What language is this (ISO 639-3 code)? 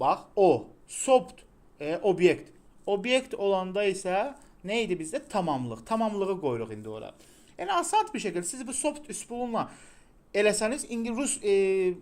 aze